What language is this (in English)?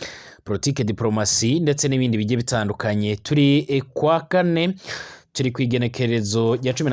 Rundi